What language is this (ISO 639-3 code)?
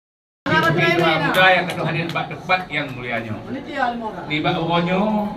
ace